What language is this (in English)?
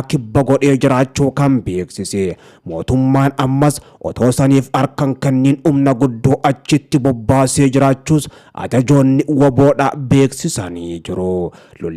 Oromo